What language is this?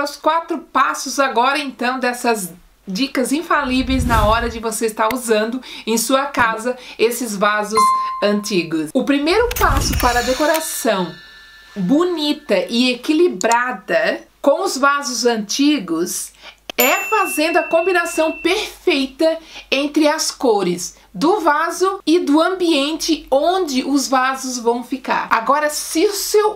Portuguese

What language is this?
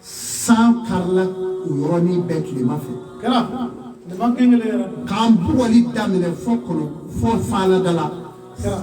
Bambara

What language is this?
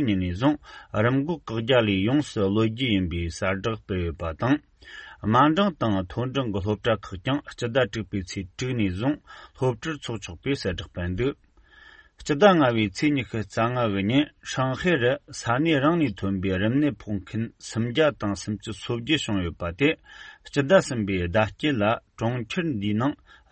Tibetan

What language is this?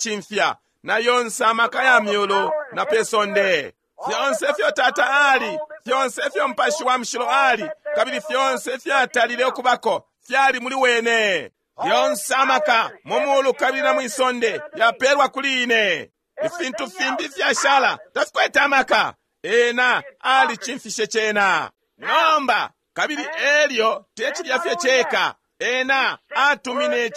Bemba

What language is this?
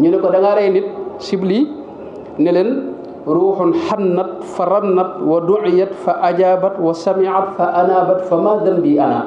Wolof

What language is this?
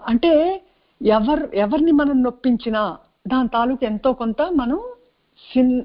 Telugu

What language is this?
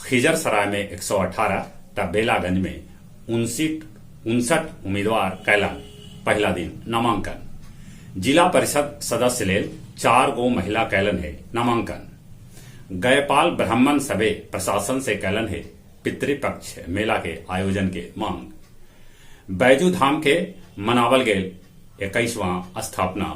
Magahi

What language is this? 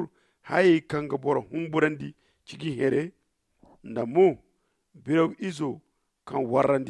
Zarma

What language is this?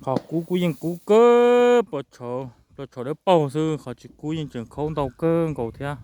Hmong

